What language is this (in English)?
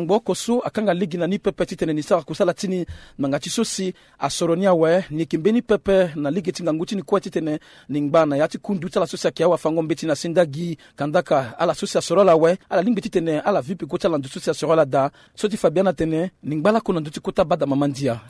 Sango